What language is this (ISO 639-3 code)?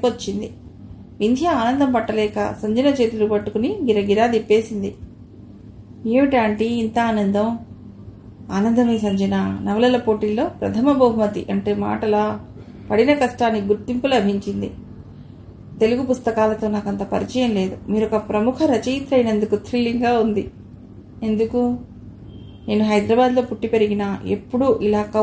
tel